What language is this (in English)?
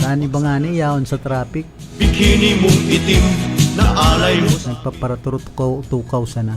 Bikol